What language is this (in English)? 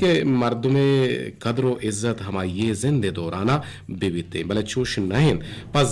Eastern Balochi